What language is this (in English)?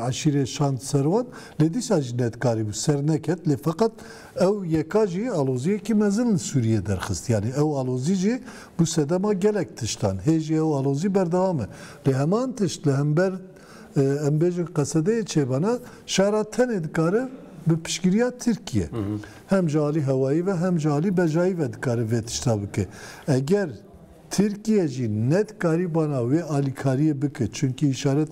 Kurdish